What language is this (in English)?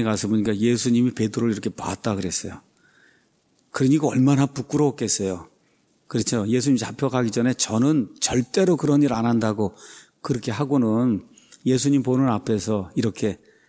Korean